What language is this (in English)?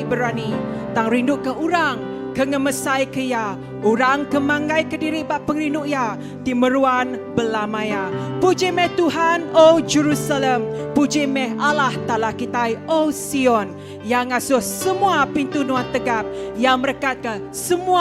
Iban